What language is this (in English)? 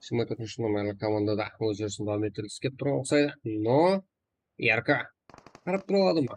Kara-Kalpak